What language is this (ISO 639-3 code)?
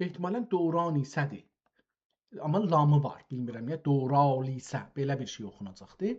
azb